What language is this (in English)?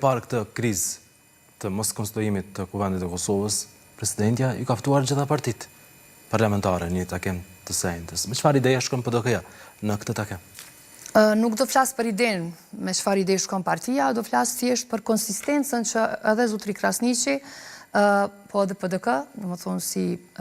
Albanian